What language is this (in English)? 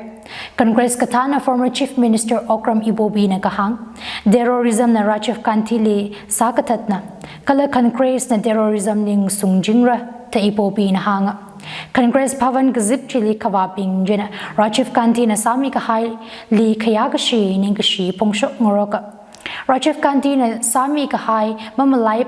Tangkhul Naga (India)